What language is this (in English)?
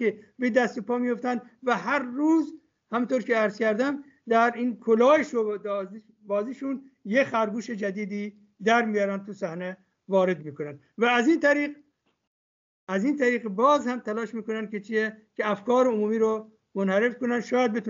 Persian